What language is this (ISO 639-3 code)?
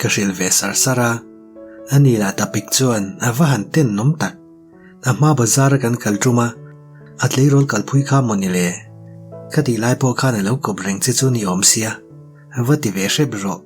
lus